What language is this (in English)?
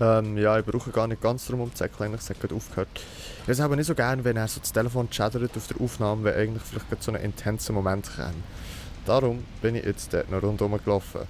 Swiss German